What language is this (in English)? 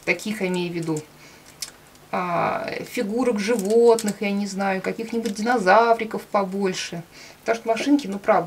Russian